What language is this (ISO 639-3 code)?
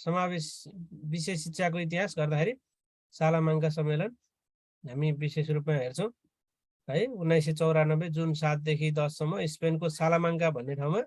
nep